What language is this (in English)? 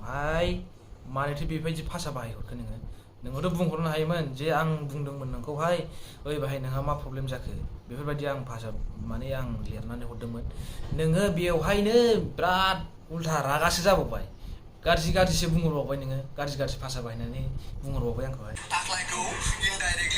Bodo